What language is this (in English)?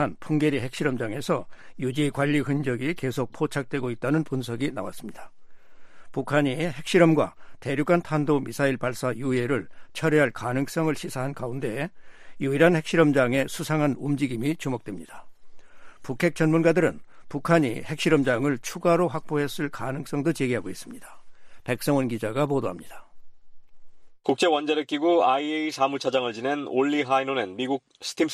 Korean